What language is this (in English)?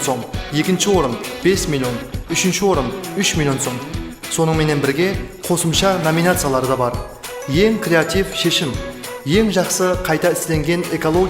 Kara-Kalpak